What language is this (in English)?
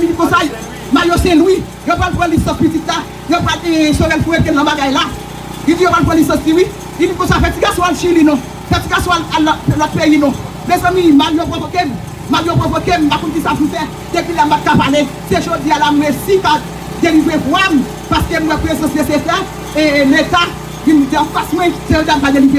Haitian Creole